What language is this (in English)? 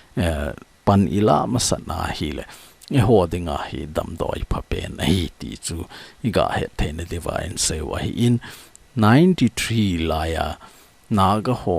Thado Chin